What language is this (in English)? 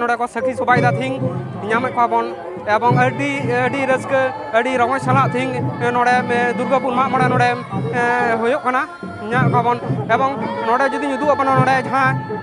Santali